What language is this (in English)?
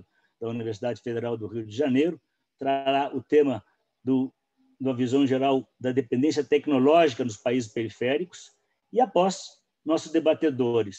Portuguese